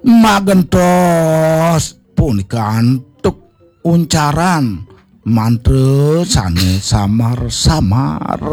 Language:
Balinese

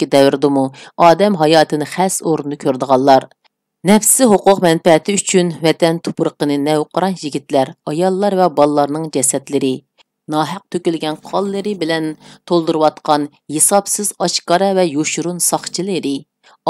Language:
Uyghur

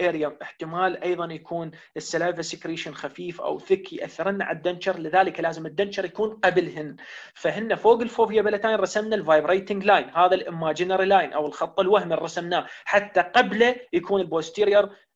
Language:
Mesopotamian Arabic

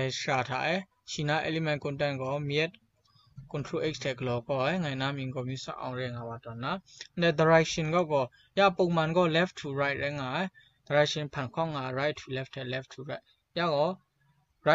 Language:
Kachin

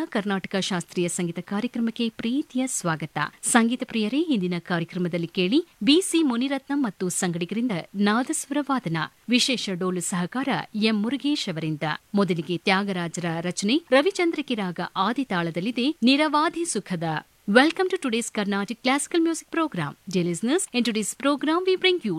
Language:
Kannada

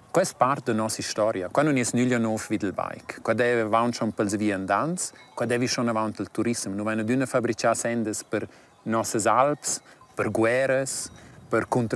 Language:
Romansh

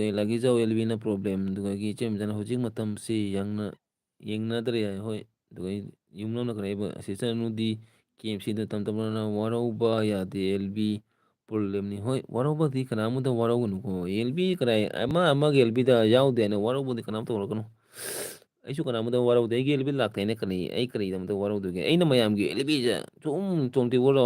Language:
Manipuri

